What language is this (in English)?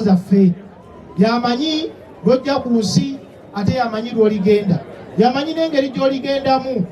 Ganda